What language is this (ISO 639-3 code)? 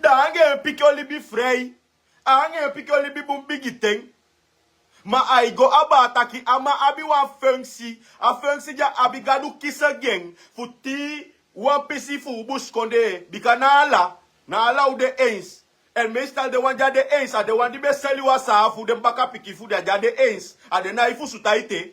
srn